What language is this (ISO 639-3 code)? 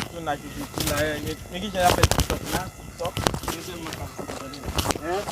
hat